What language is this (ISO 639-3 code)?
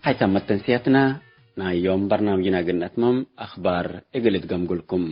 tig